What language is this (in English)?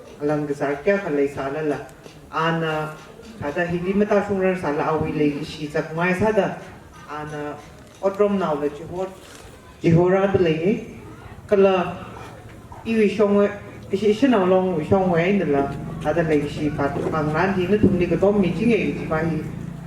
Tangkhul Naga (India)